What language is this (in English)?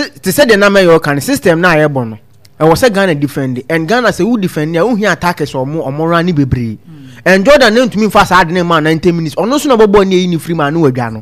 Akan